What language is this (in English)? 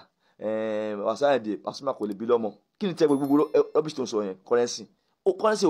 Yoruba